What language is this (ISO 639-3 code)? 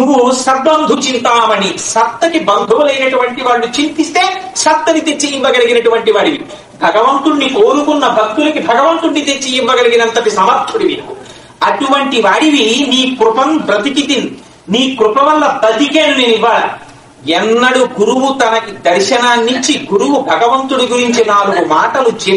tel